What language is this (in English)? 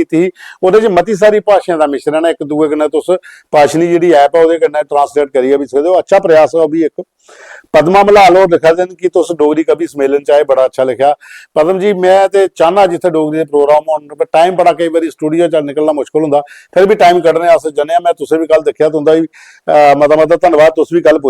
Dogri